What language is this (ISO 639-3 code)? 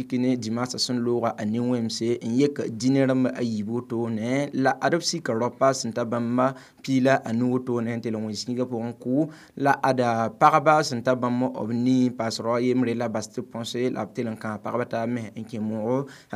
mos